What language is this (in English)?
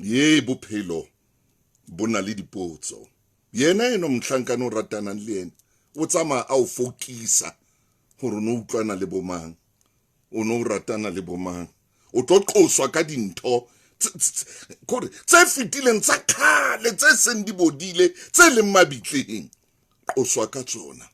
Southern Sotho